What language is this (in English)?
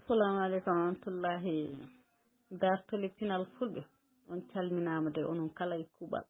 Fula